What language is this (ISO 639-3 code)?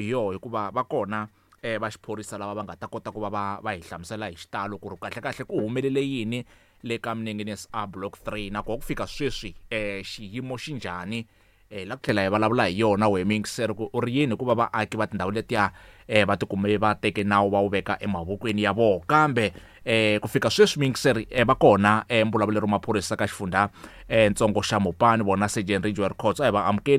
tso